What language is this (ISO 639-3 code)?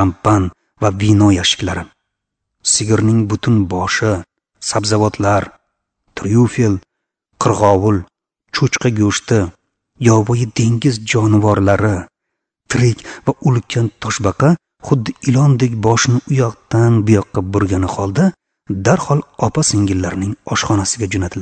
uzb